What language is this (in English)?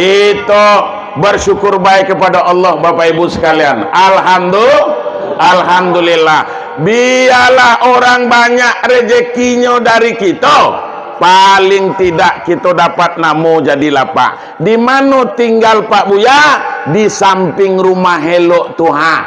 Minangkabau